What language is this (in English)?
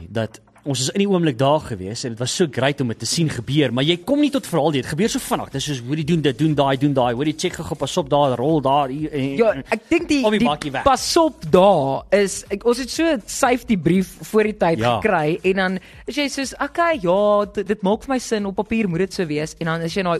Afrikaans